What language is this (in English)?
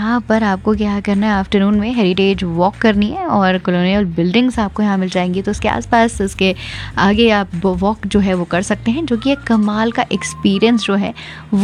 Hindi